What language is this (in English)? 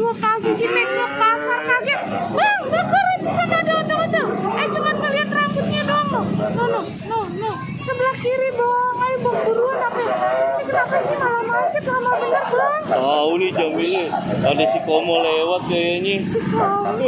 Betawi